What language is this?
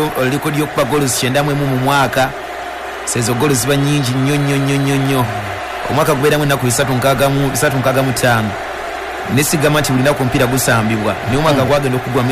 Ganda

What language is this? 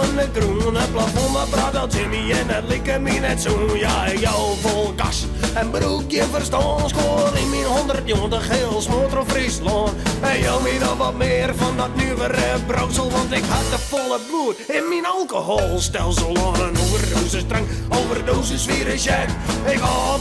Western Frisian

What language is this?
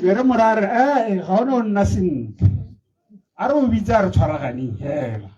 Tswana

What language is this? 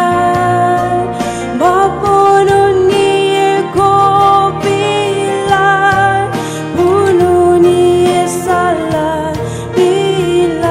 Poumei Naga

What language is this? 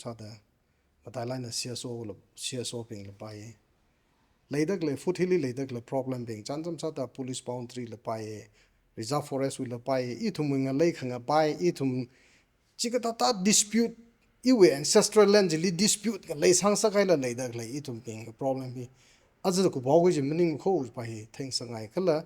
Tangkhul Naga (India)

